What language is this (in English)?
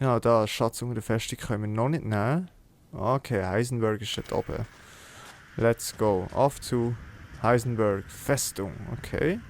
Swiss German